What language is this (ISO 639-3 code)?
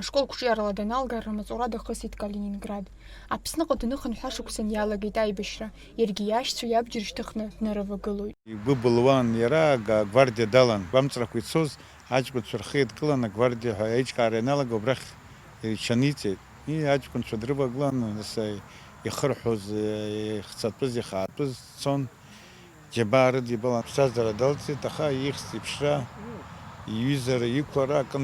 abk